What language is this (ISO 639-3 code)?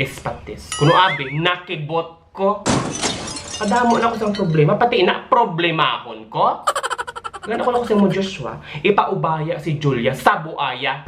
hil